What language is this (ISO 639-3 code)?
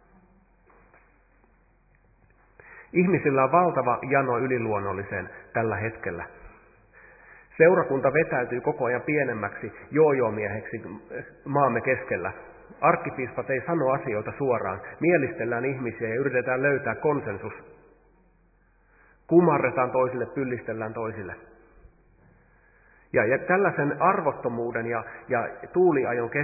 fin